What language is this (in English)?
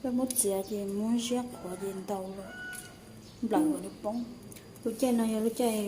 Hmong